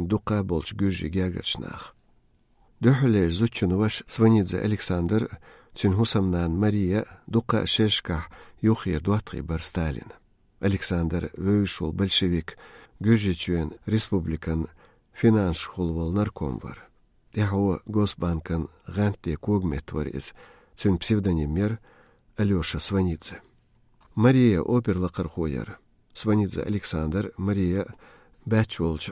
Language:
Chechen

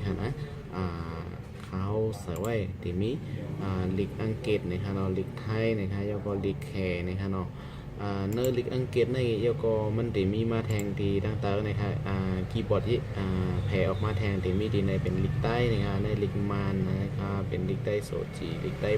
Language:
Shan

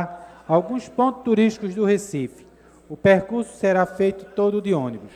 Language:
Portuguese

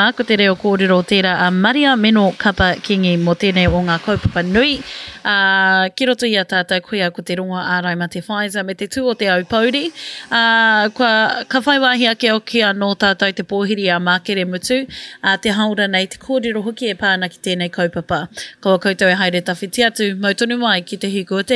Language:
Māori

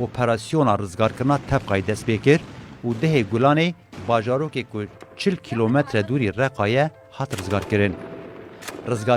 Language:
Kurdish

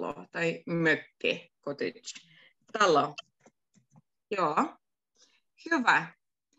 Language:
Finnish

